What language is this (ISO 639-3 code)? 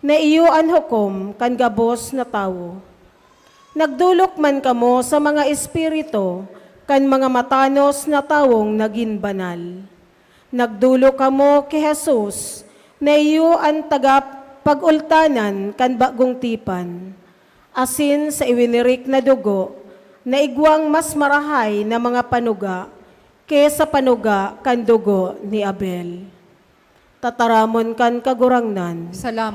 bik